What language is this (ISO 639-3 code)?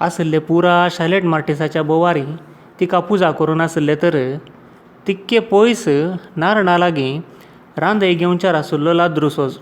kok